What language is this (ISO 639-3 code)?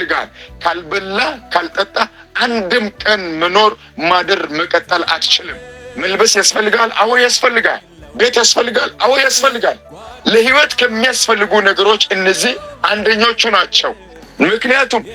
amh